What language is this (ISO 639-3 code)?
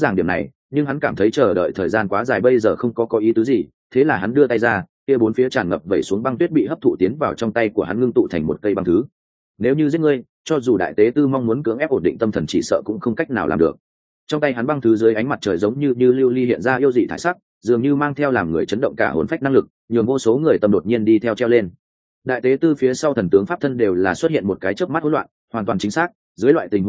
vie